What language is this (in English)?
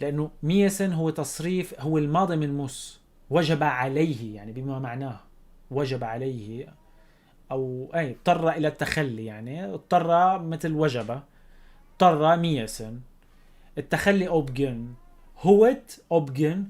North Levantine Arabic